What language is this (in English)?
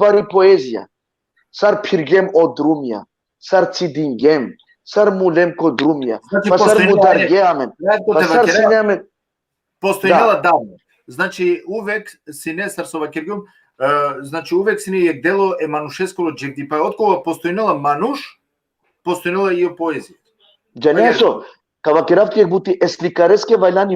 Balkan Romani